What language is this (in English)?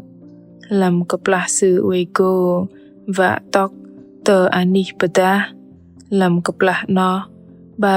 Bahnar